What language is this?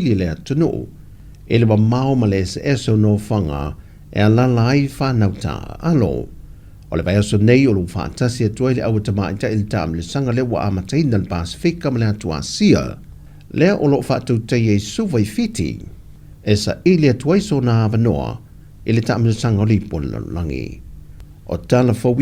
Samoan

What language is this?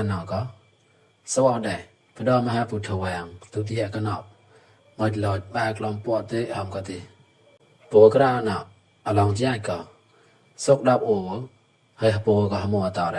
Mon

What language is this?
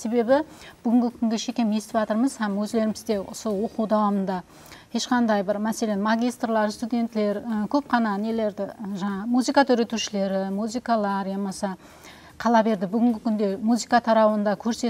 Kara-Kalpak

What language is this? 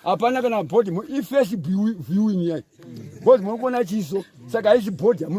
Shona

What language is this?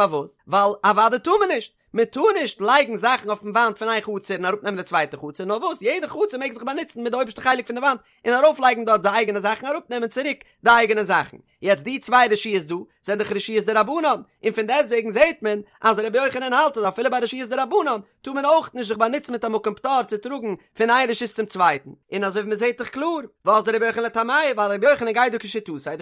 Yiddish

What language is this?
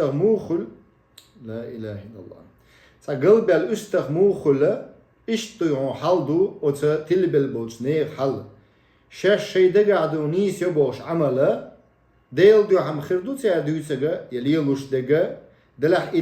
Chechen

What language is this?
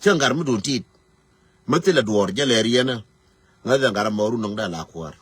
Nuer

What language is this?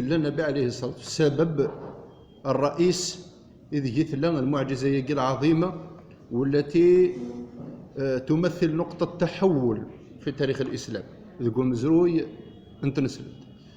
Kabyle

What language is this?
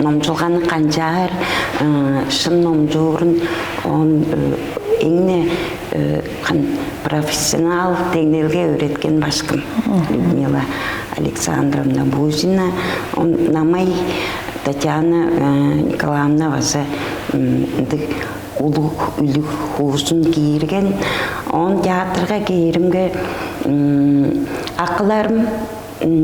Tuvinian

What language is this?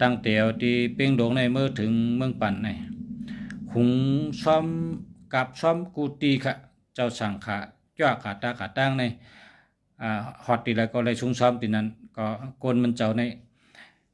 Shan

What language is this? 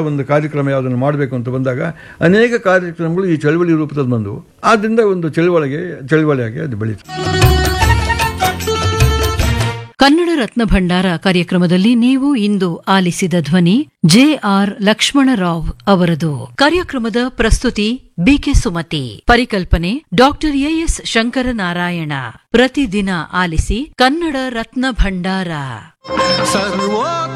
Kannada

